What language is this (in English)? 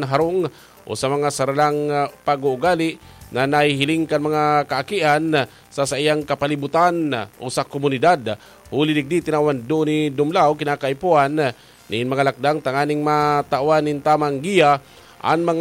Bikol